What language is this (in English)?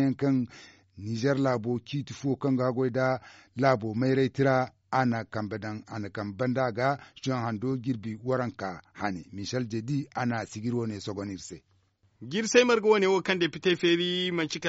Zarma